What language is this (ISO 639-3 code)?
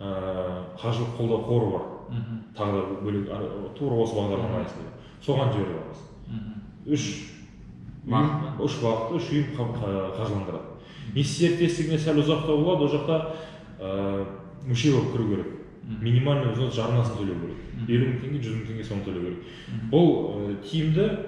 kaz